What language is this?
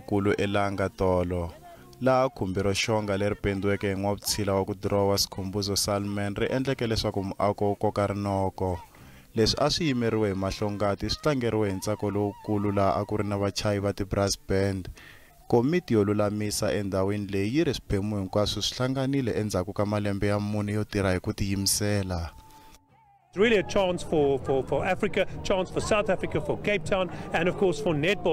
Tsonga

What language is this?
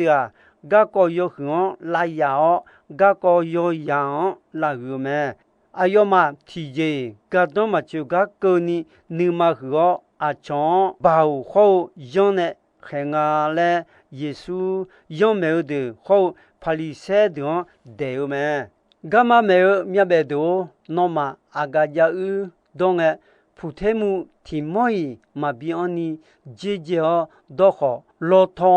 Akha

